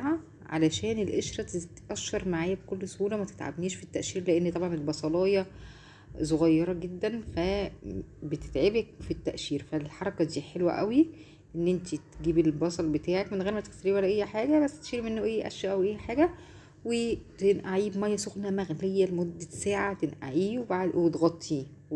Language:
Egyptian Arabic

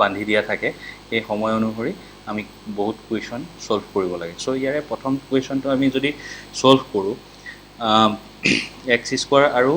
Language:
Assamese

